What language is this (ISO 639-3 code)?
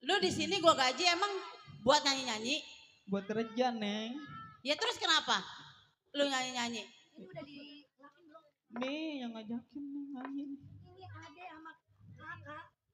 bew